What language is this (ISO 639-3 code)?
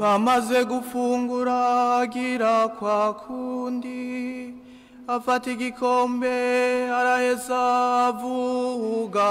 run